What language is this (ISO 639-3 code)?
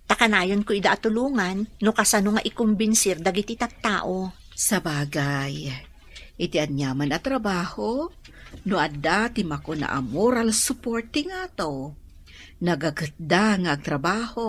ilo